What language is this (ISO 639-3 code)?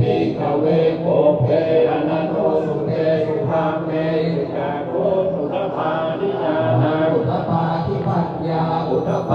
pli